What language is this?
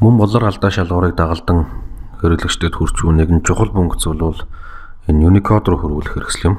Mongolian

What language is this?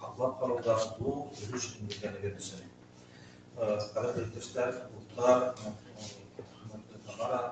Bashkir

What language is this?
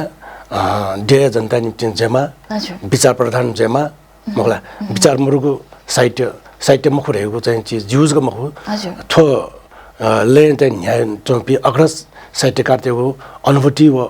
Newari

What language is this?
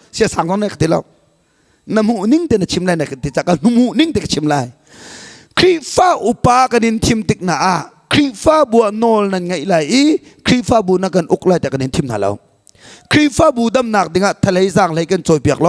Hakha Chin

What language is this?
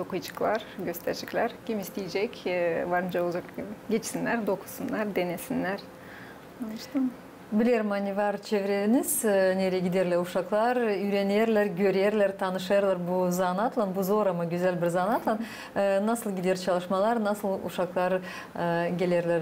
Gagauz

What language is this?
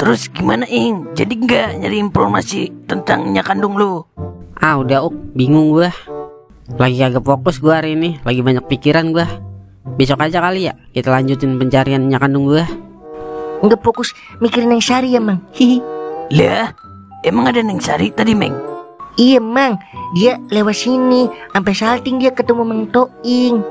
Betawi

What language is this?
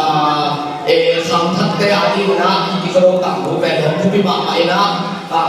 Tedim Chin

